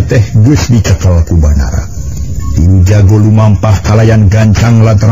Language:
Sundanese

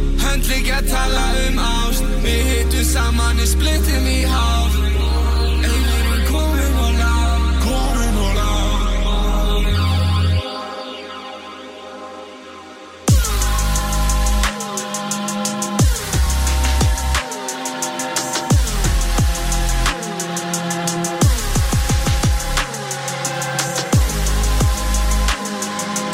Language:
Icelandic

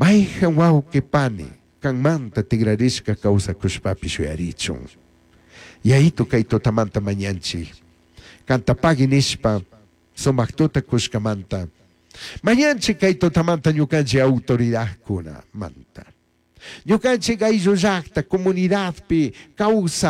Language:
Chimborazo Highland Quichua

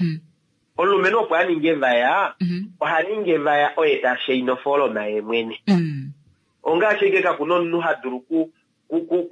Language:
Kuanyama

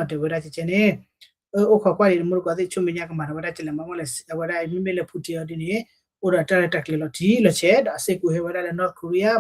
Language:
S'gaw Karen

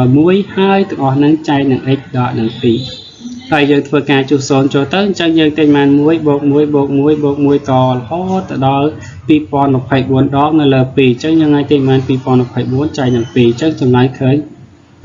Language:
Khmer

